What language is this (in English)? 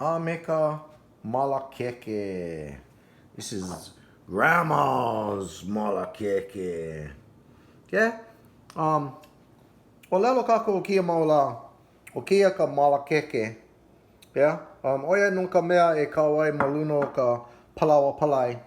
Hawaiian